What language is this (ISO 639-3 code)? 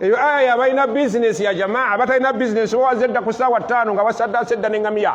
lug